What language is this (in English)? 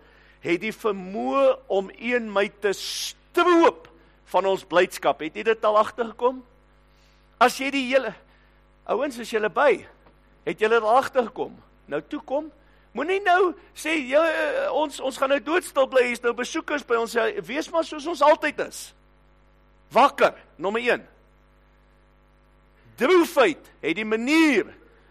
Afrikaans